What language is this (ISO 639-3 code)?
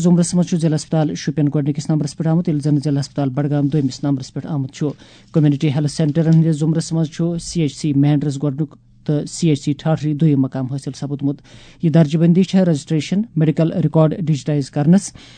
kas